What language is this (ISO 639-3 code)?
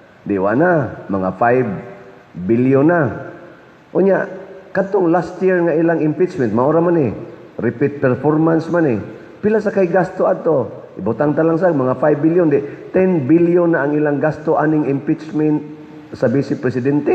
ceb